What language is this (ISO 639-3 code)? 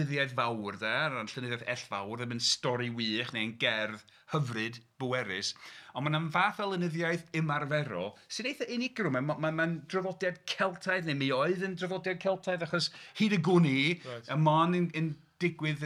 cym